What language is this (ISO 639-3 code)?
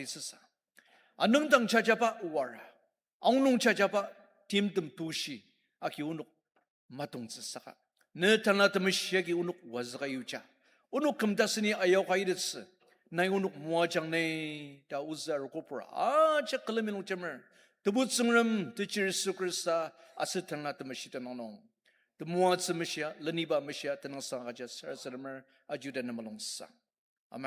njo